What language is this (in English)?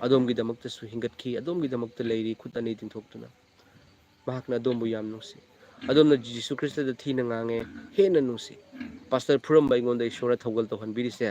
Manipuri